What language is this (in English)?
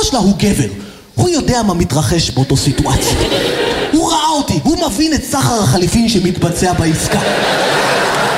Hebrew